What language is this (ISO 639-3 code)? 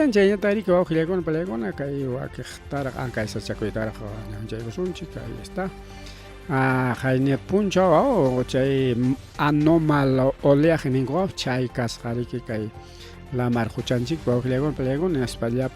quy